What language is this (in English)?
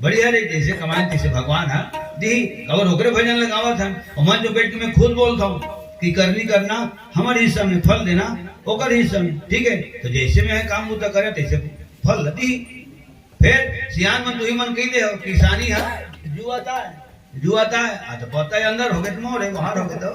Chhattisgarhi